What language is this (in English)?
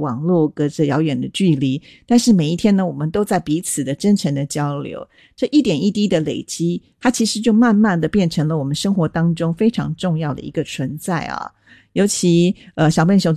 Chinese